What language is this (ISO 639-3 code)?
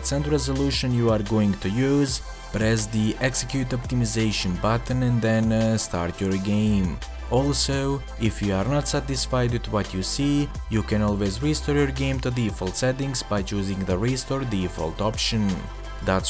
eng